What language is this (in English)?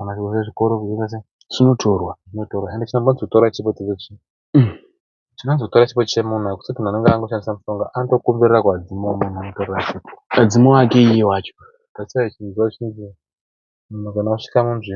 Shona